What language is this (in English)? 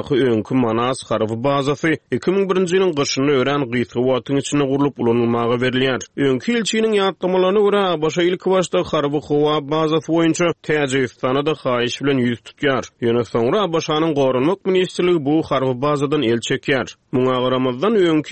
Turkmen